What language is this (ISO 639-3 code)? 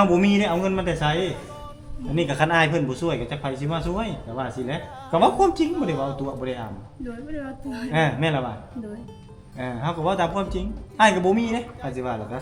lao